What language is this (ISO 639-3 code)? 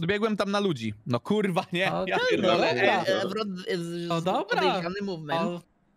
pol